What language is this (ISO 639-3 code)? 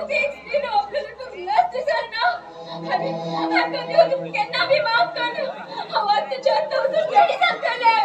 kok